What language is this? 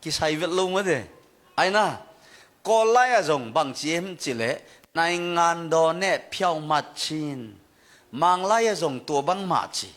Tedim Chin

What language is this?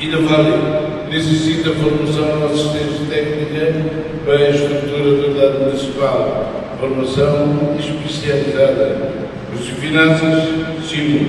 Tetum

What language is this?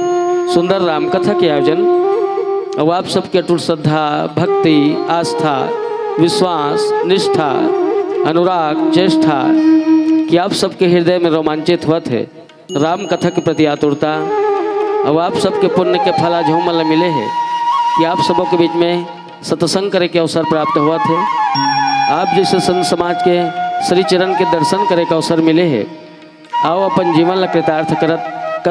Chhattisgarhi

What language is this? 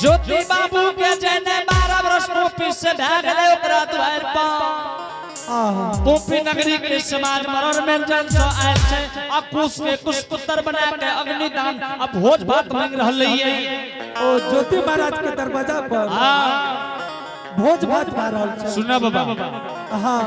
Angika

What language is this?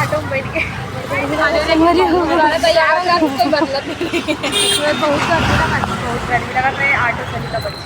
Chhattisgarhi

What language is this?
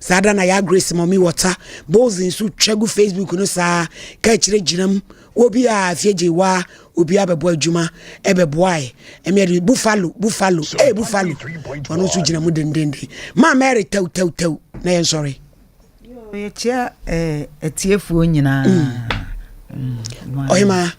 Akan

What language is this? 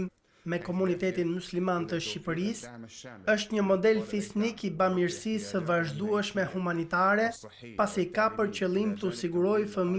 Albanian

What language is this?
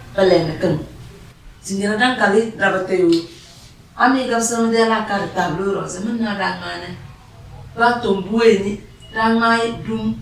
Tem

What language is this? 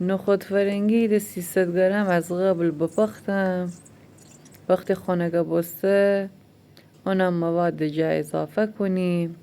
Gilaki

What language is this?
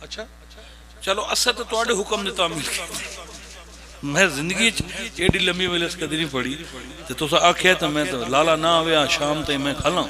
Pahari-Potwari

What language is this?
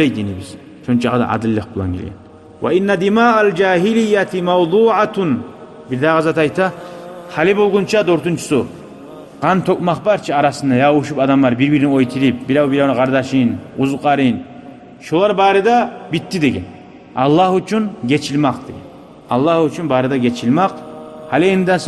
Kumyk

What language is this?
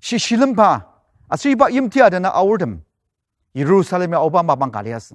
Ao Naga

